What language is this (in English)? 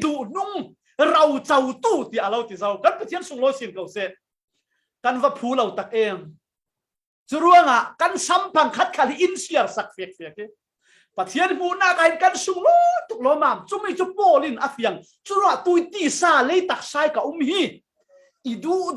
Falam Chin